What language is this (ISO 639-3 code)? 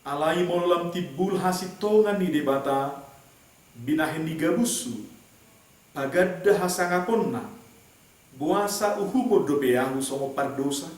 bbc